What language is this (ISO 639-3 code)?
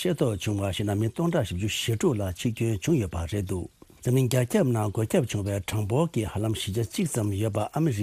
bod